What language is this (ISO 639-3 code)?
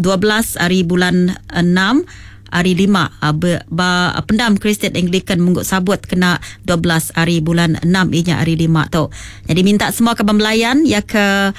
iba